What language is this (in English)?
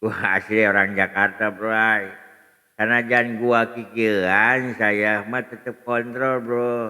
Sundanese